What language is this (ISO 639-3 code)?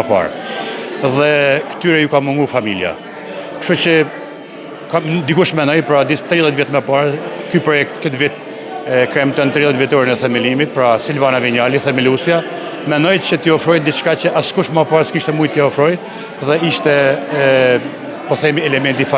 sqi